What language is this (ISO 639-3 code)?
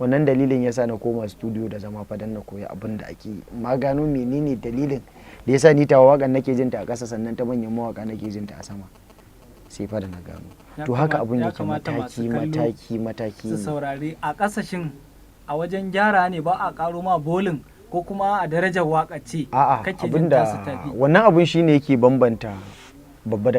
hau